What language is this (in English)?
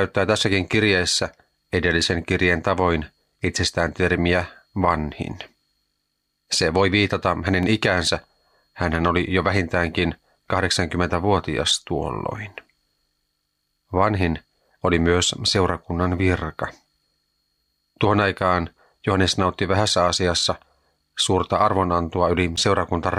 Finnish